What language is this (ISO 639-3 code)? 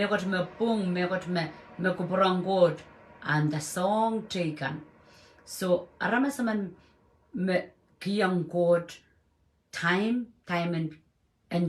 pon